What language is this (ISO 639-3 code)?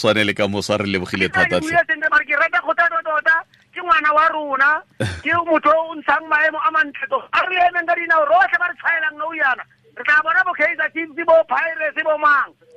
tsn